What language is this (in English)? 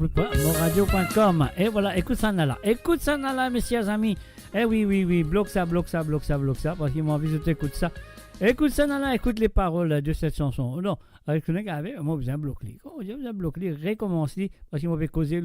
Morisyen